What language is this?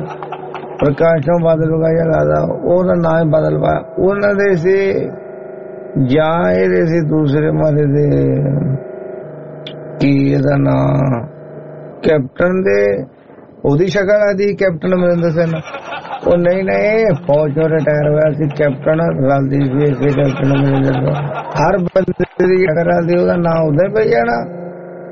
Punjabi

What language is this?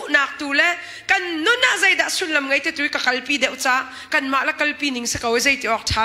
Hakha Chin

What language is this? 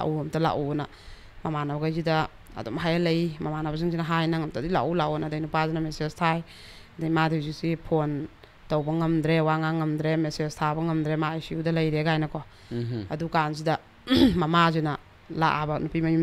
Manipuri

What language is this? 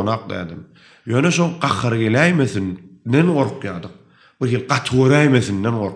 Turkmen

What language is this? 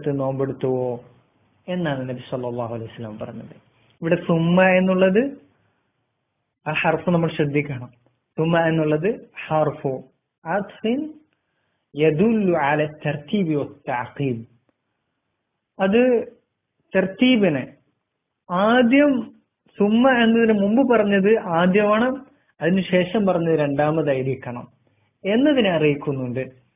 Malayalam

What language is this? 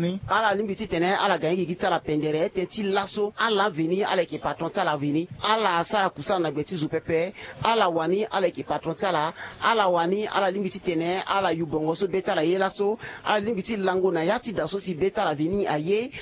Sango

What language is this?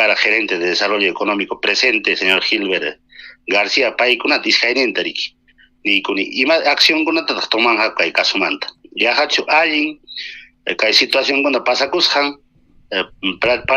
Ayacucho Quechua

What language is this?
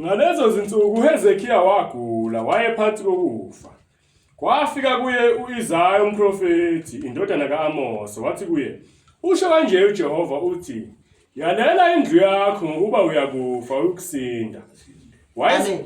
Zulu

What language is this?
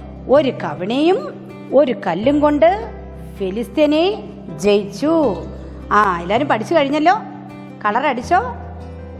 Malayalam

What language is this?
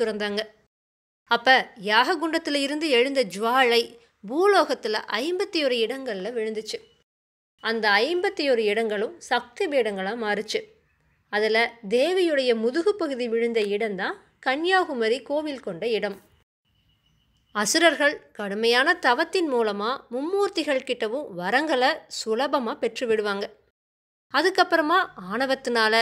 Tamil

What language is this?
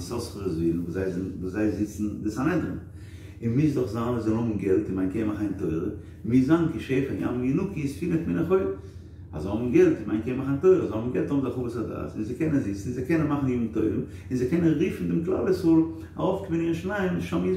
Yiddish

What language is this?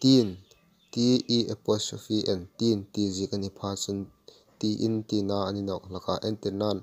Hmar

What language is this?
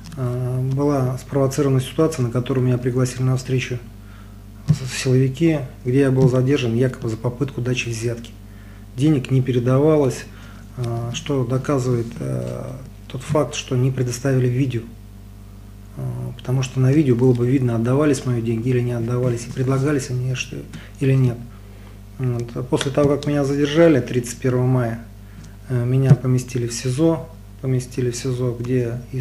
Russian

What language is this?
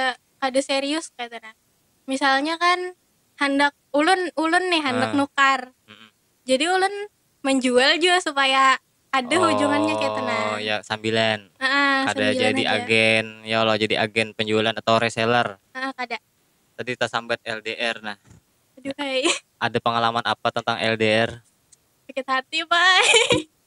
Banjar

